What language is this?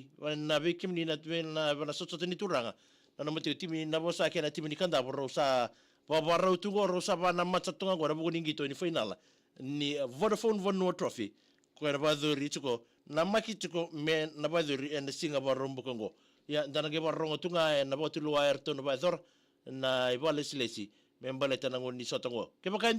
Fijian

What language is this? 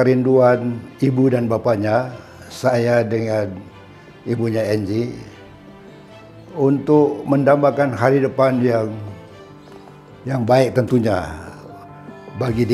Indonesian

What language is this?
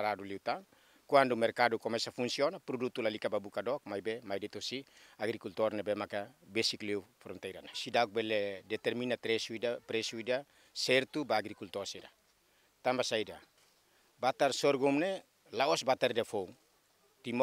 Tetum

